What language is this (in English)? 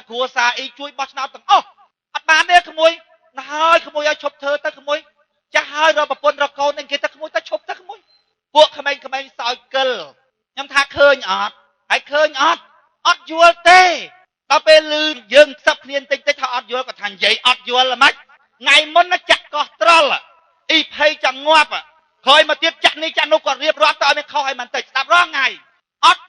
Khmer